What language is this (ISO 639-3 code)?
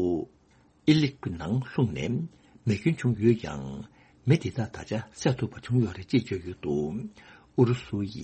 bod